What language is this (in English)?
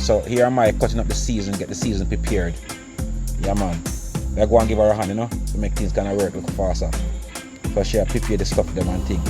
Jamaican Creole English